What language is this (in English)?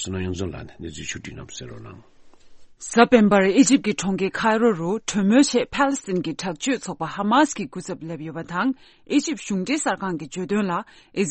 Tibetan